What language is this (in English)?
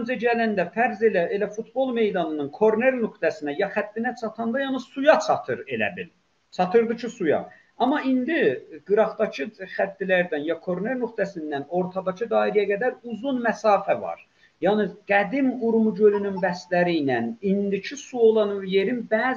South Azerbaijani